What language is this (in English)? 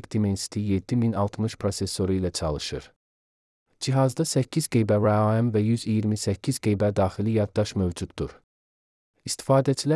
Azerbaijani